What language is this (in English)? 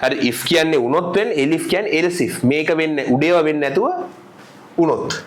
Sinhala